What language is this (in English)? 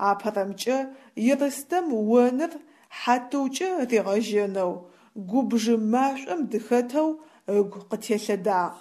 Adyghe